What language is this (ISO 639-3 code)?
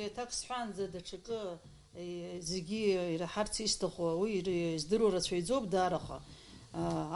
abk